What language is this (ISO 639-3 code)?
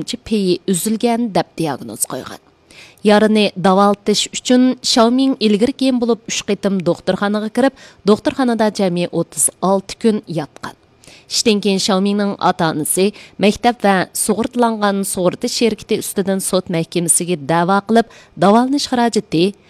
uig